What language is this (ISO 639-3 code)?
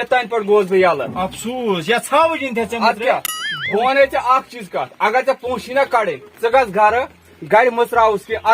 kas